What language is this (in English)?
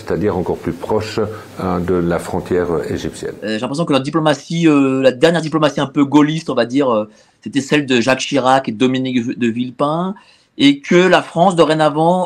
French